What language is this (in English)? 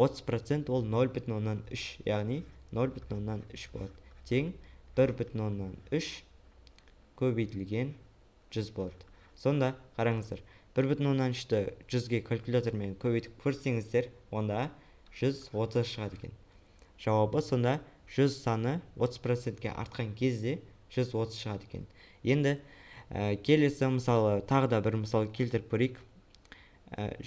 Kazakh